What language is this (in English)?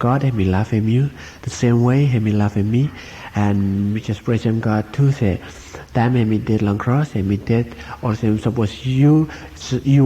Bislama